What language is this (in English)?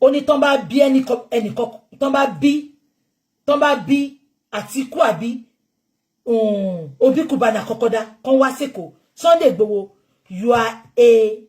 Yoruba